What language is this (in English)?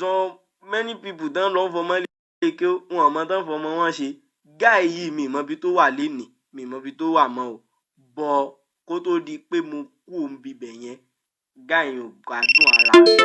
Yoruba